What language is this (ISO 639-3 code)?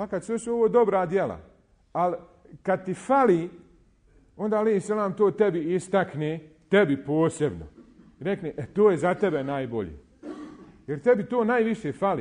bos